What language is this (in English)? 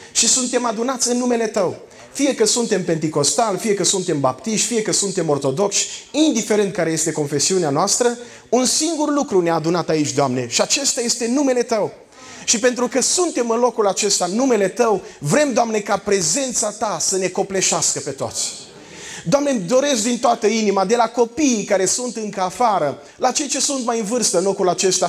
Romanian